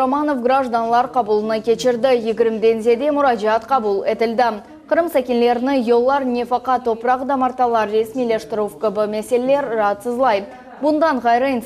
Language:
Crimean Tatar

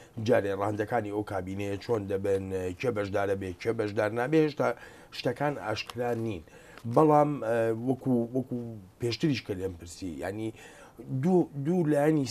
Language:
Central Kurdish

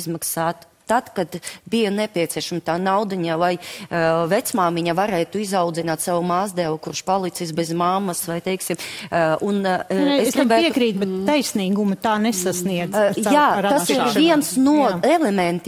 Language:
Latvian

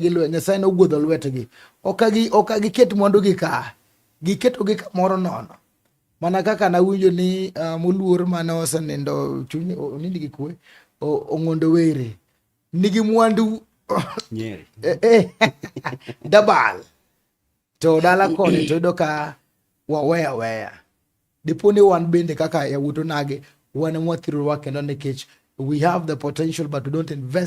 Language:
Luo (Kenya and Tanzania)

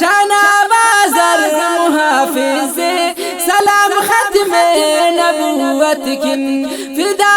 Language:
Brahui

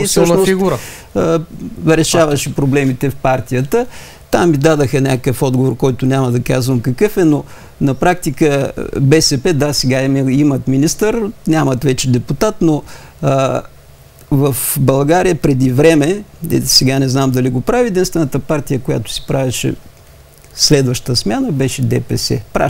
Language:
Bulgarian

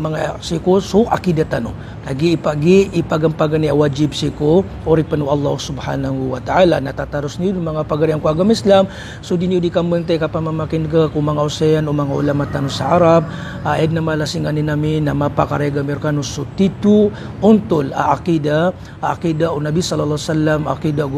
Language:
Maranao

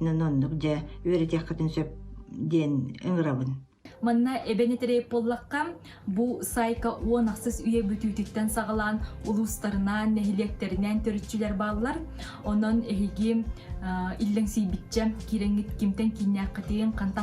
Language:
Yakut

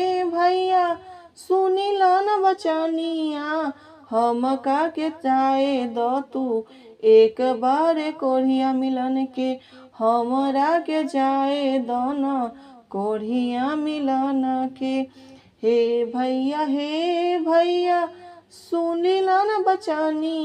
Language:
Bhojpuri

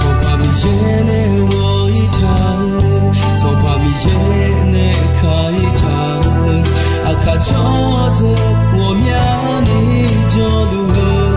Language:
Akha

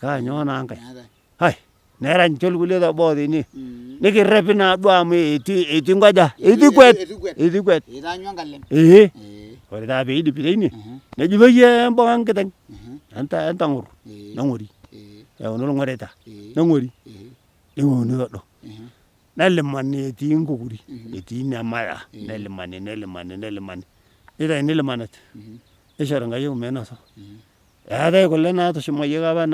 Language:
Masai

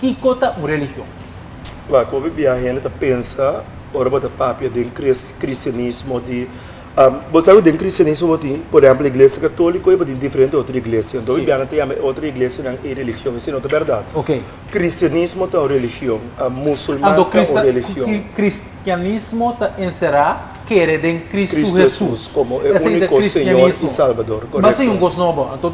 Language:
Papiamento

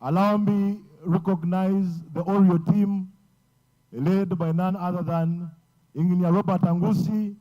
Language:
Nyankole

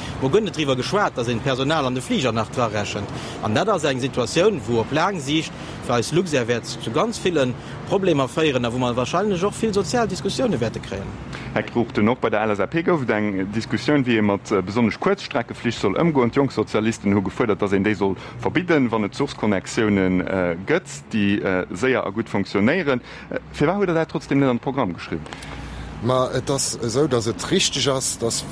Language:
Luxembourgish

